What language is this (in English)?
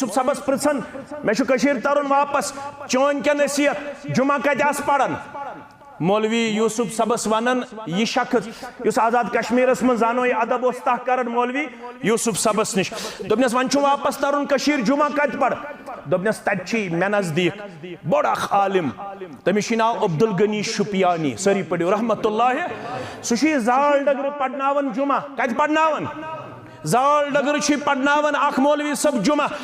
Kashmiri